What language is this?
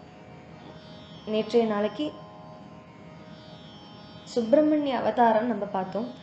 Tamil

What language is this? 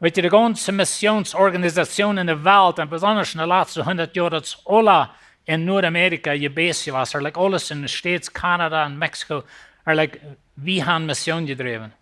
Plautdietsch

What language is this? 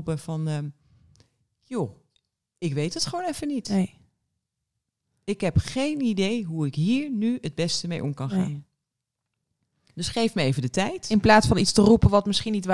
Dutch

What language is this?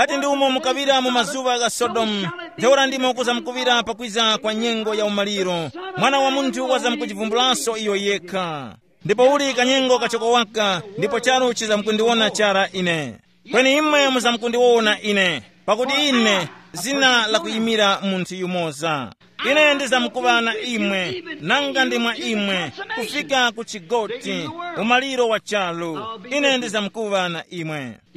Tumbuka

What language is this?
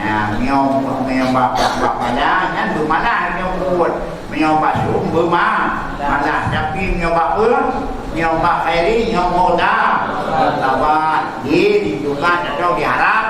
Achinese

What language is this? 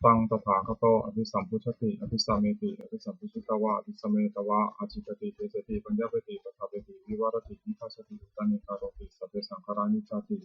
Pali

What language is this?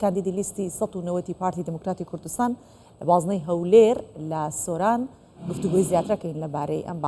Central Kurdish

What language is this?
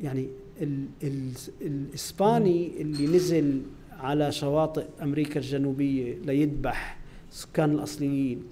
North Levantine Arabic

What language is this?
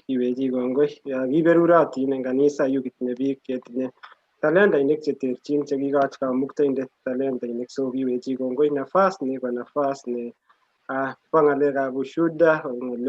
Kalenjin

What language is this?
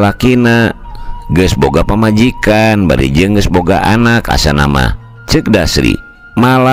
Sundanese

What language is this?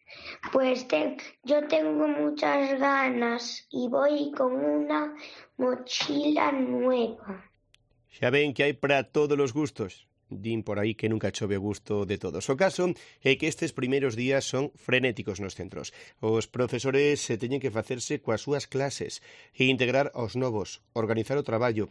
Galician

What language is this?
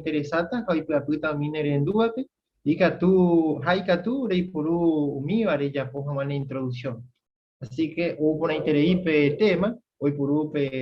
Guarani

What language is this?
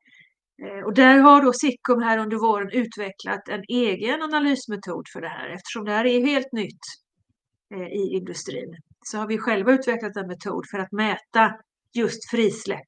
Swedish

